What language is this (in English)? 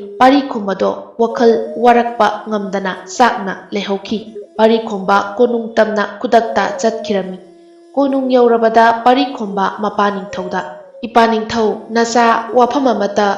Manipuri